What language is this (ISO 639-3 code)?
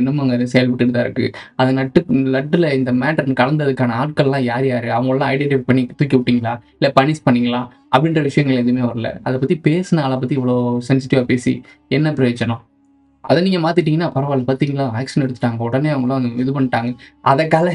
tam